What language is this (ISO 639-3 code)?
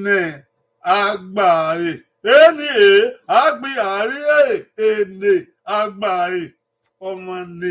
bin